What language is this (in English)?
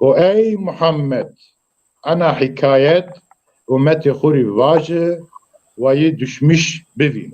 Zaza